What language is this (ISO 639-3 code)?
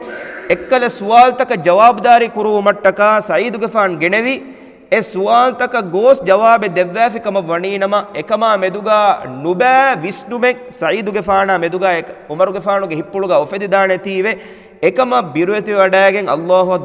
div